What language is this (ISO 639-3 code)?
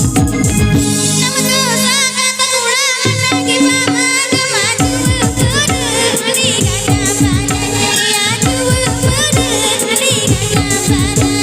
sat